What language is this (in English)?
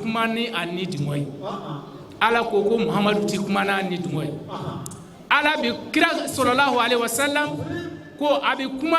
Bambara